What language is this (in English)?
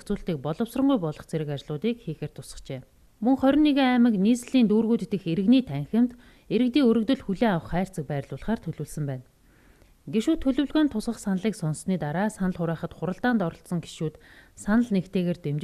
Mongolian